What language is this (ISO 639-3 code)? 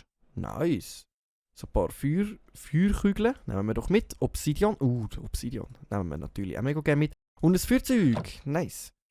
gsw